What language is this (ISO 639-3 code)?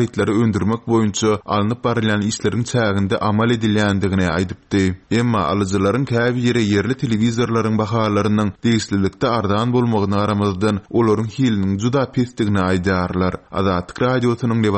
tuk